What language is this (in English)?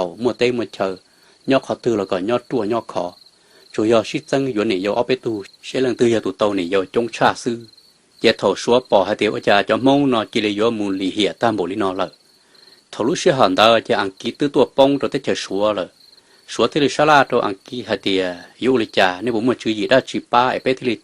Hmong